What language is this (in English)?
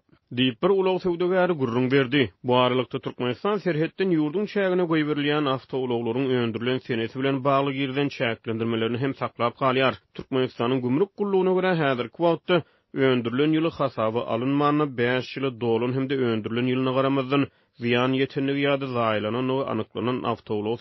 Turkmen